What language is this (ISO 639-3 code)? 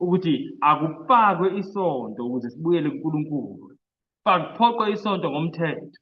zul